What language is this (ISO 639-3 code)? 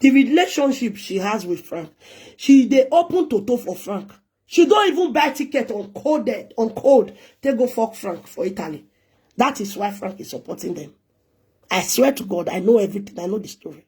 pcm